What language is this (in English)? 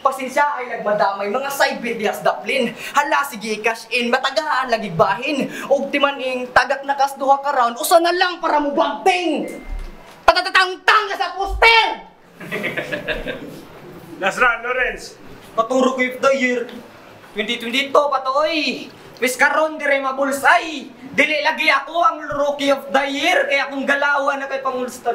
Cebuano